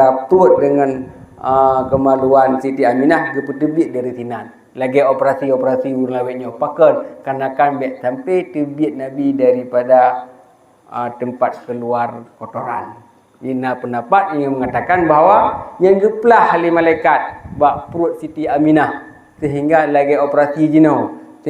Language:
Achinese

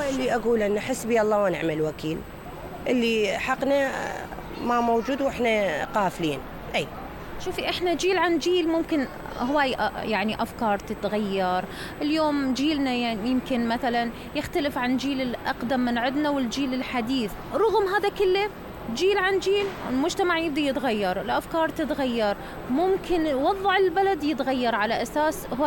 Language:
Mesopotamian Arabic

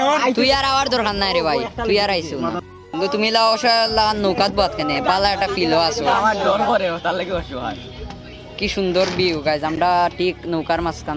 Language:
Sylheti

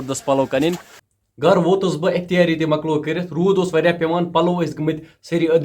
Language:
Kashmiri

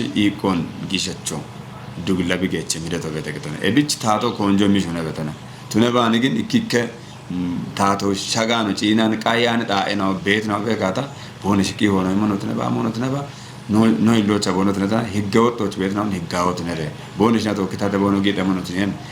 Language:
Kafa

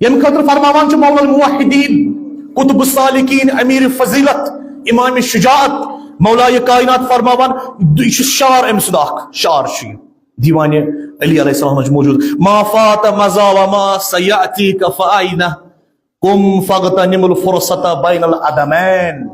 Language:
Kashmiri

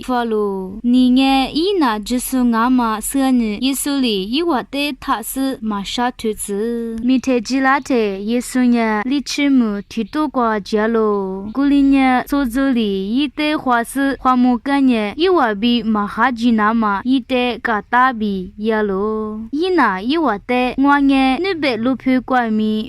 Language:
Lisu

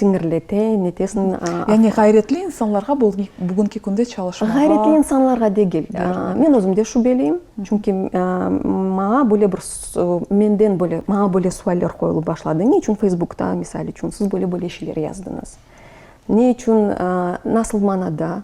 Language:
Crimean Tatar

